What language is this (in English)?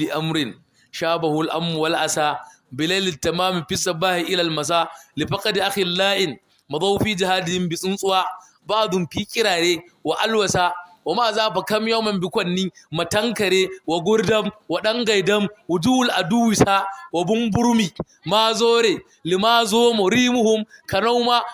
Hausa